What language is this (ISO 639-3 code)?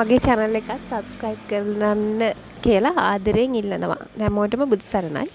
sin